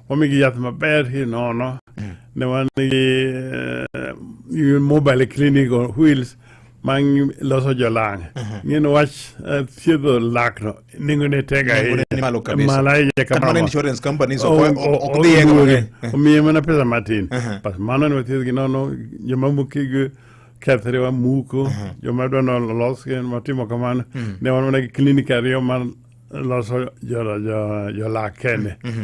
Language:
Luo (Kenya and Tanzania)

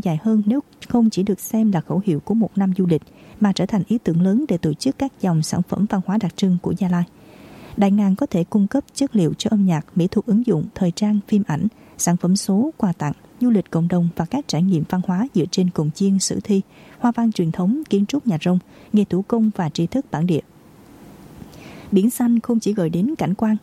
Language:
Vietnamese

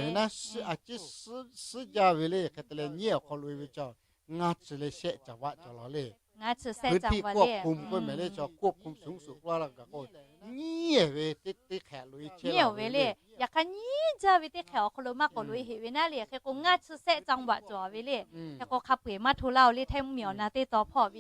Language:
Lahu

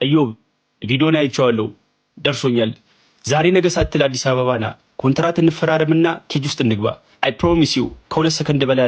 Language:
Amharic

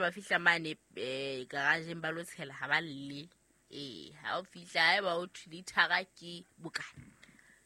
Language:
Southern Sotho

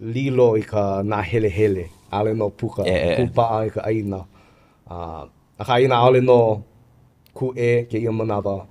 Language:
Hawaiian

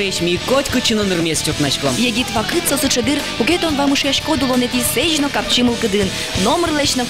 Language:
Udmurt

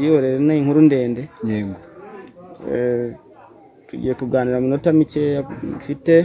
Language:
Kinyarwanda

